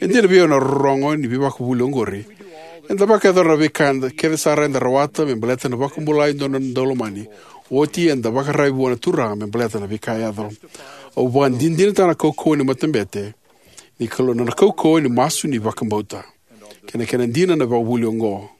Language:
Fijian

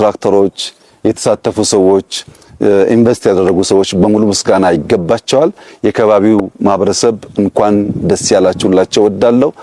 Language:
Amharic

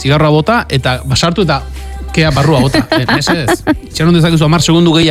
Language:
Basque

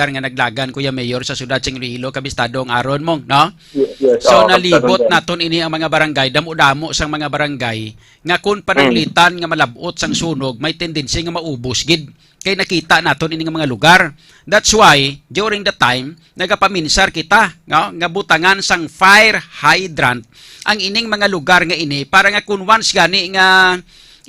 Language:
Hiligaynon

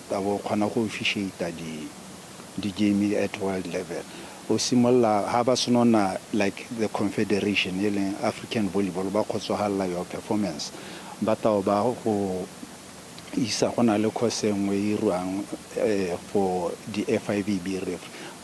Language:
Tswana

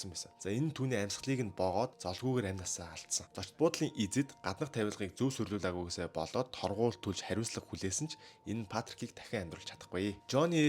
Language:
Mongolian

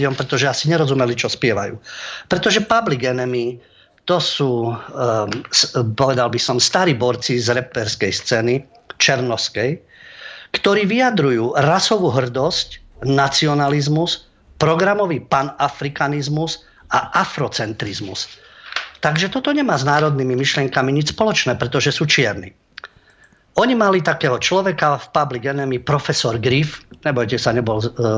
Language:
Slovak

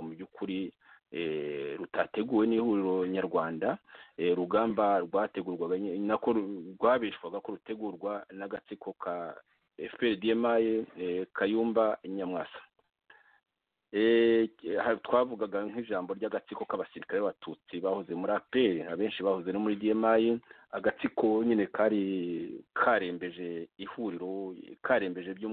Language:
Kinyarwanda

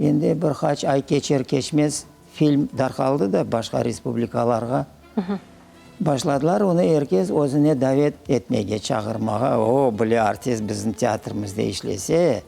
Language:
Crimean Tatar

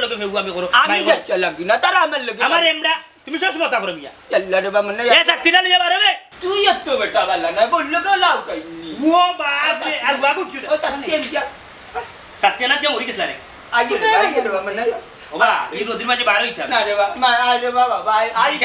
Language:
Sylheti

